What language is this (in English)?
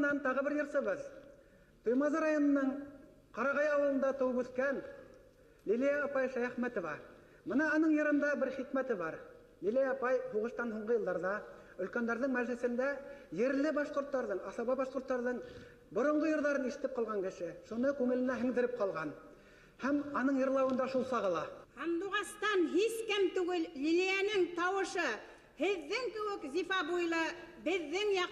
Bashkir